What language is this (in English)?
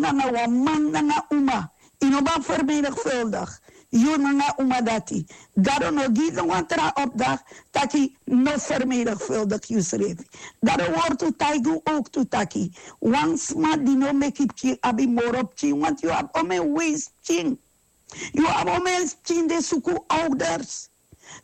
Sranan Tongo